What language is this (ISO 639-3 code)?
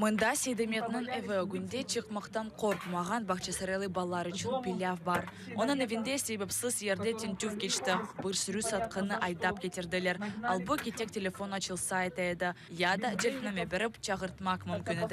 crh